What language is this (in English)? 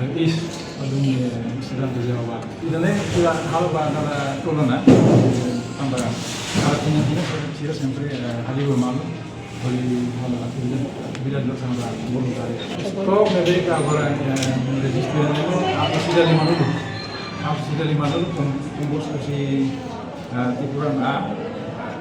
Tetum